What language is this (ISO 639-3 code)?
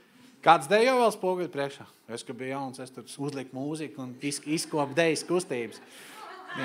lav